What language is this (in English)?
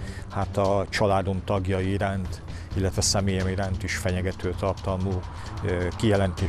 Hungarian